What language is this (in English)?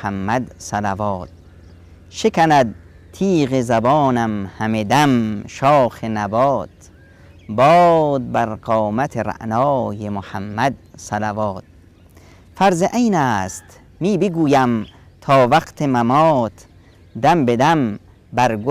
Persian